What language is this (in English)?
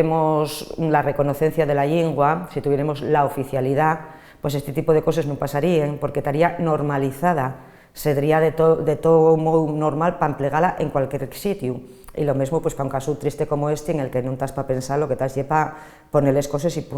Asturian